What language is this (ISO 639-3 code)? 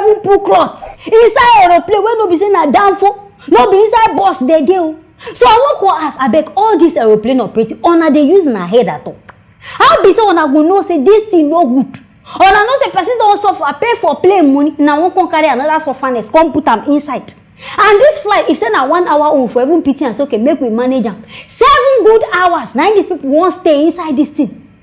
pcm